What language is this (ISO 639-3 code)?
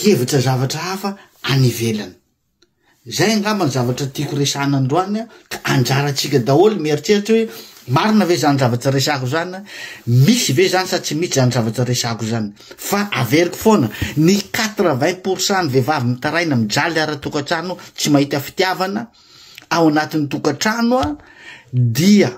mlg